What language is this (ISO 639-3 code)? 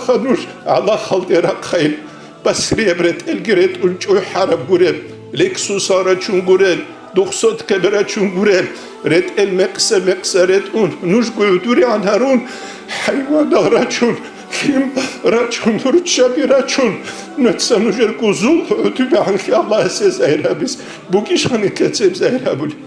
ava